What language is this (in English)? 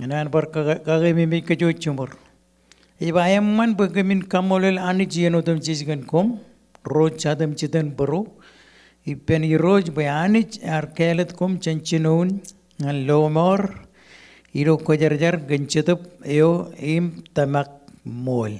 Marshallese